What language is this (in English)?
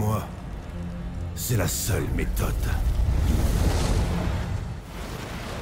French